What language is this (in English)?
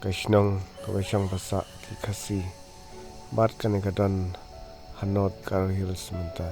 Khasi